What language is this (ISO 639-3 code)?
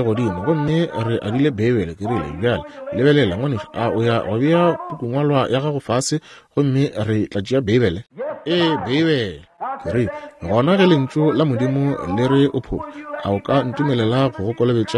nso